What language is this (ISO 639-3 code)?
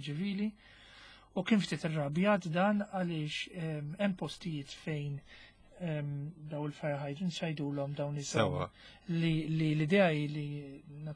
mlt